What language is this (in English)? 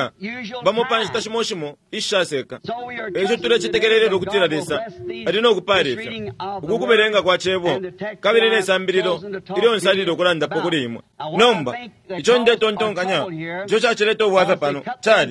Bemba